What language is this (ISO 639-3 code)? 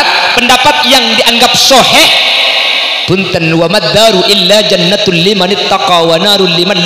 mad